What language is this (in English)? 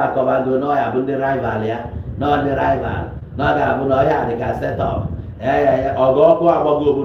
Igbo